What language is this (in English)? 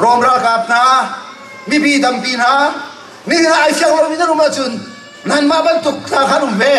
Hakha Chin